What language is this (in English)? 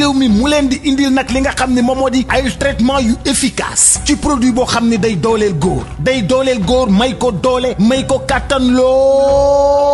Wolof